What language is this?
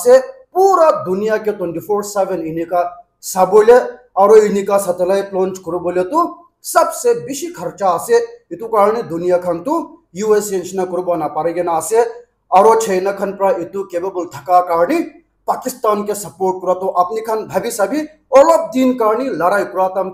Naga Pidgin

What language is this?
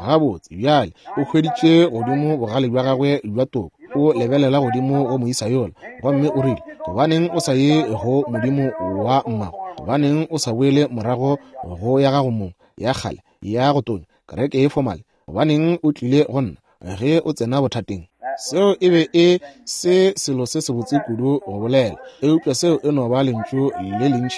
Northern Sotho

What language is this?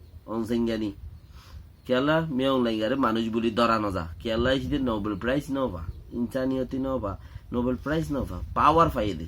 Rohingya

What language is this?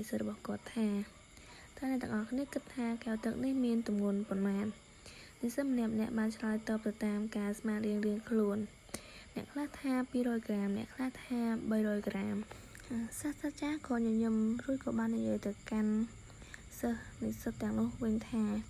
Khmer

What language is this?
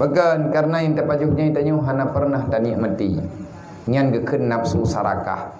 Achinese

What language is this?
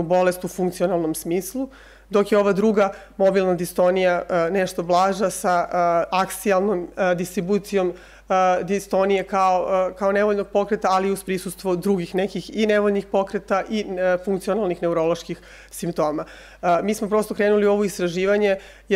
Serbian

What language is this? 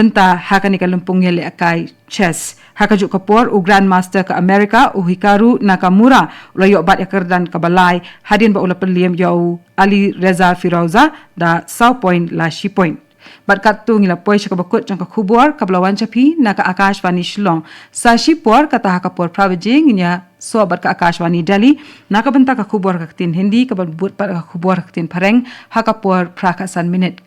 Khasi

